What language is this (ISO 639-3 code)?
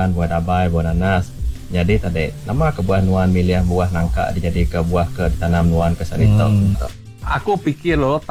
iba